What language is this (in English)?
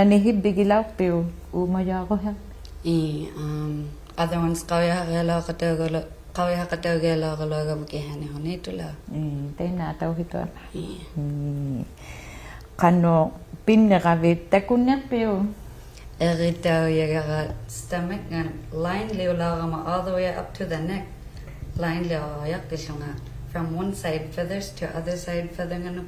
Inuktitut